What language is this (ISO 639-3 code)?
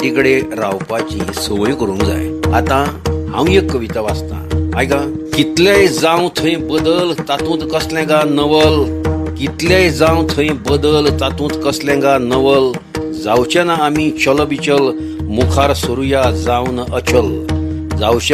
kok